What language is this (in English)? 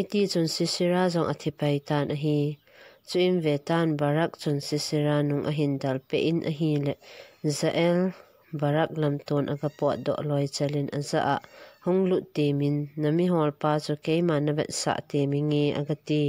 Thado Chin